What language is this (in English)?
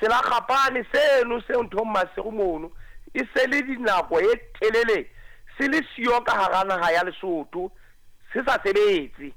Southern Sotho